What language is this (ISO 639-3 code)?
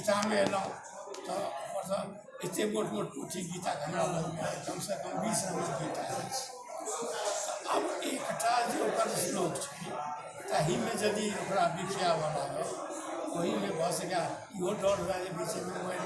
mai